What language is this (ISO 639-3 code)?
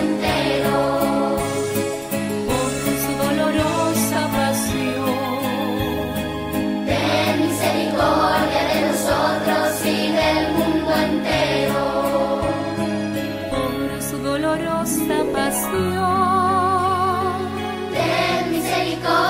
spa